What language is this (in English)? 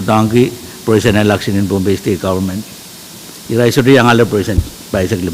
Pohnpeian